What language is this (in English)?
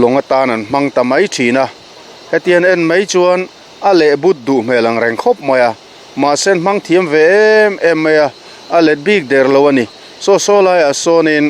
Mizo